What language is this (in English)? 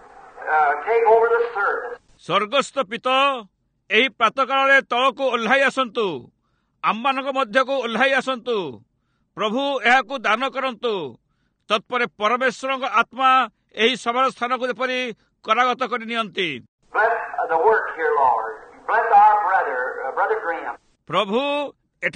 Odia